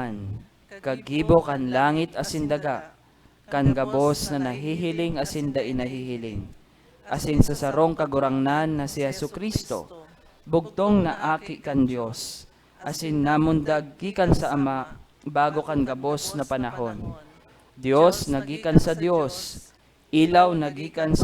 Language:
Bikol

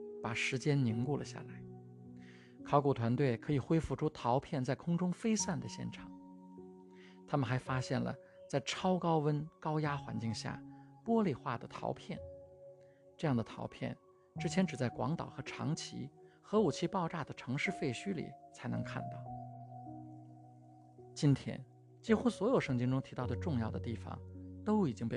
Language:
Chinese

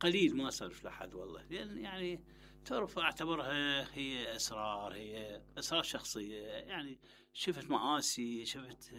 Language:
Mesopotamian Arabic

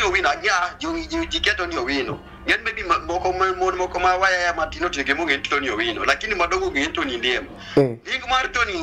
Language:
Luo (Kenya and Tanzania)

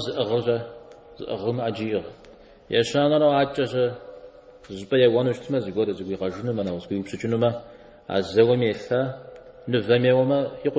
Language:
Kabardian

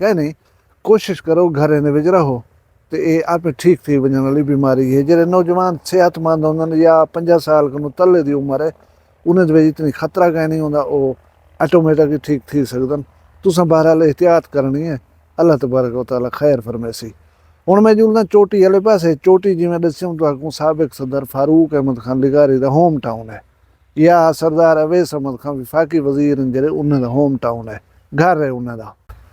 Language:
Saraiki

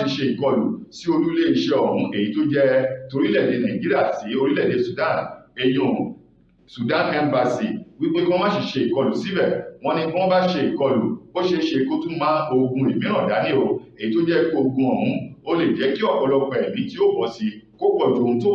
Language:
Yoruba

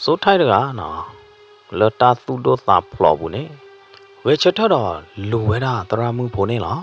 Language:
S'gaw Karen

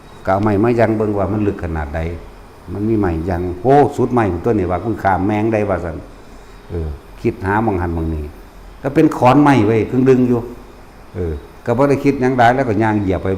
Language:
Northeastern Thai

